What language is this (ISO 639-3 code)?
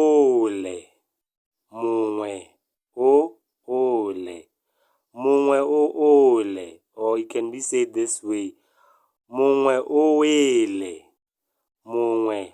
tsn